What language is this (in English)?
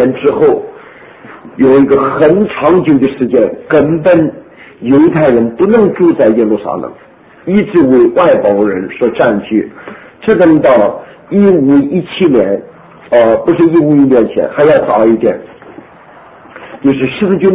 Chinese